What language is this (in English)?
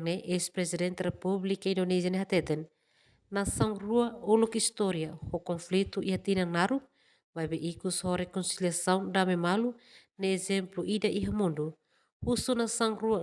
Tetum